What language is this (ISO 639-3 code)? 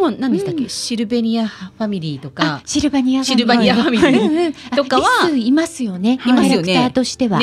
jpn